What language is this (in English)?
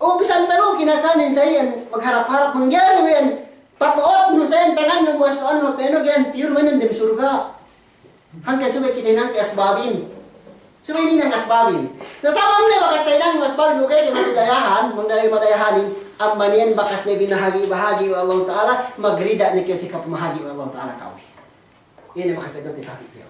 Yakan